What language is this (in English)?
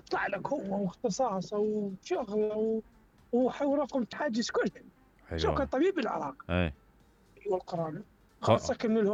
Mesopotamian Arabic